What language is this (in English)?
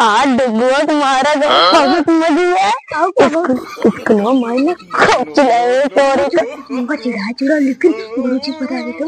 Awadhi